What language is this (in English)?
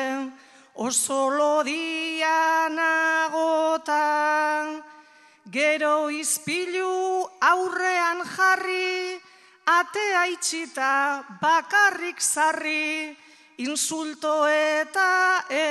Basque